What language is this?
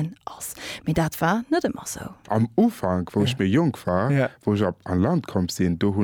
Luxembourgish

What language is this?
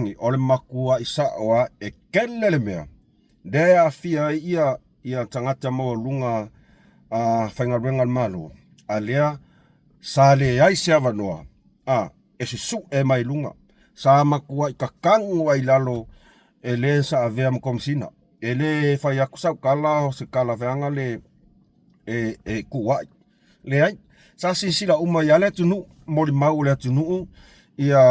Samoan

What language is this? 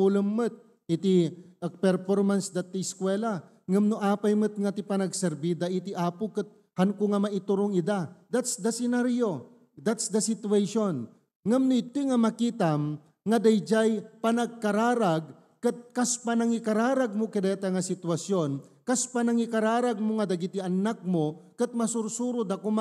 Iloko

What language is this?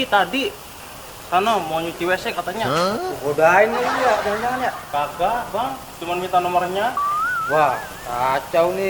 Betawi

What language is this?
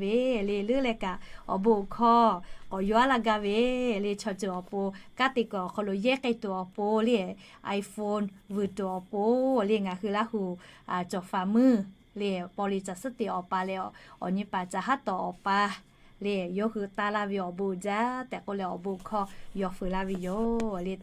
Lahu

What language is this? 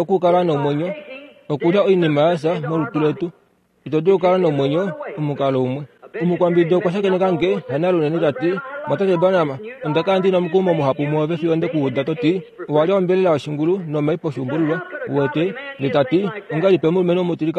Kuanyama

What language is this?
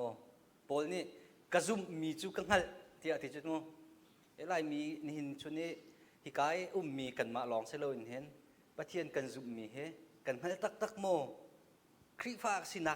Hakha Chin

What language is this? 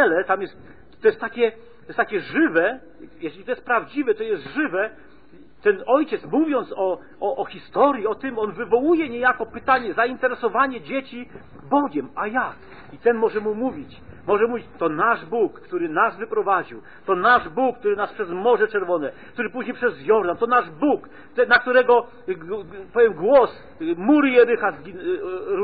Polish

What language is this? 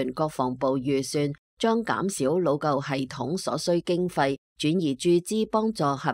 Cantonese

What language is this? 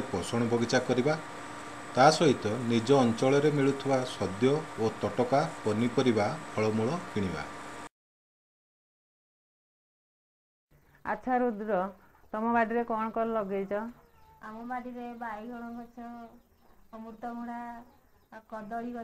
Odia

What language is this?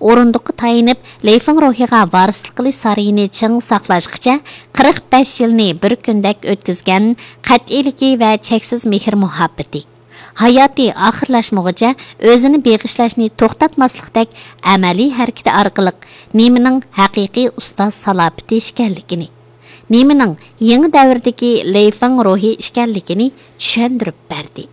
Uyghur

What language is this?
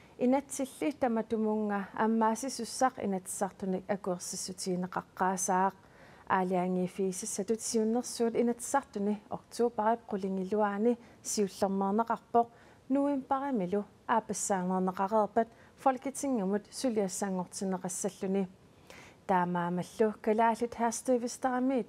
Kalaallisut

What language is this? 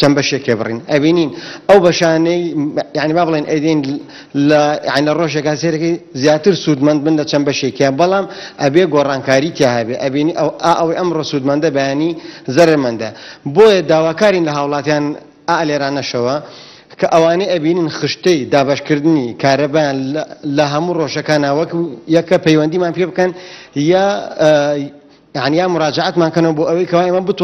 Central Kurdish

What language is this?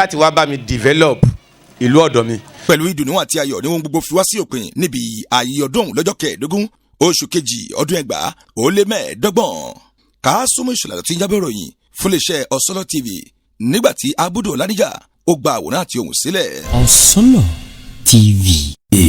Yoruba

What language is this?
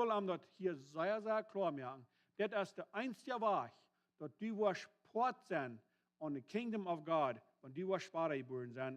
Plautdietsch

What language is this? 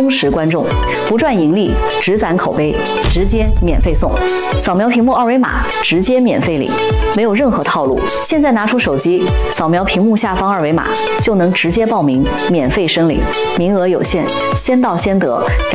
Chinese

